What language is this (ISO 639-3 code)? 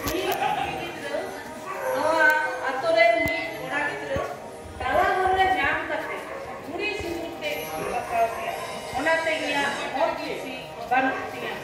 sat